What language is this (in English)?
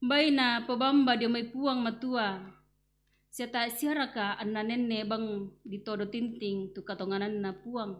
Toraja-Sa'dan